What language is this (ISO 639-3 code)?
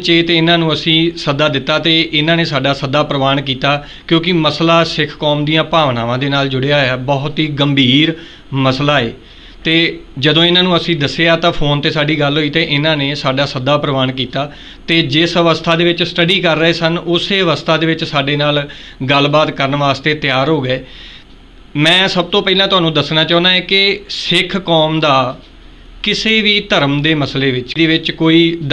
pan